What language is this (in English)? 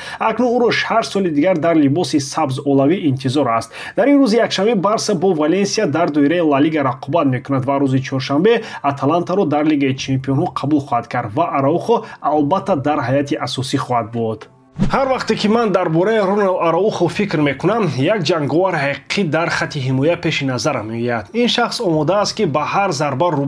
Tajik